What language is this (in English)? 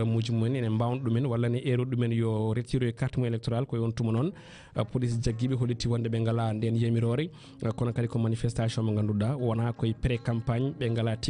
Fula